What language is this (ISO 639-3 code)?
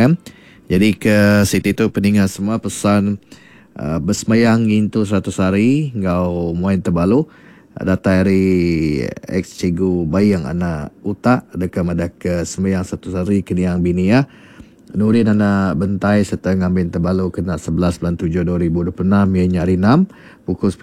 iba